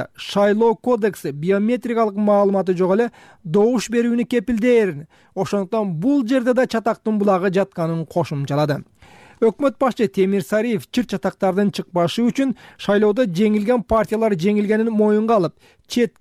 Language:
Kyrgyz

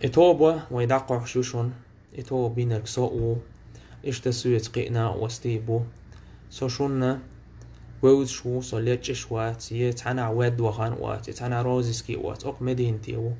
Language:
Chechen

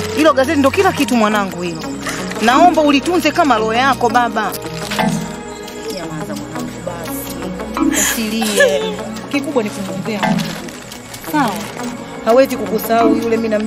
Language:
Swahili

